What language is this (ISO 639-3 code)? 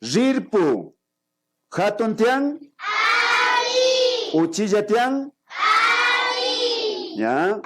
qvi